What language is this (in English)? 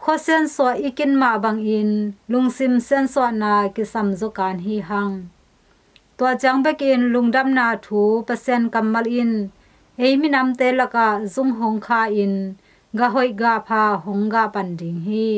Tedim Chin